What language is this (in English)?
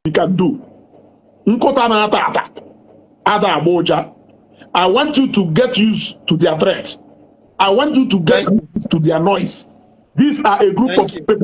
Igbo